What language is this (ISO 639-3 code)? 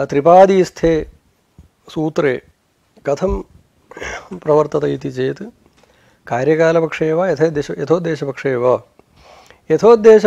san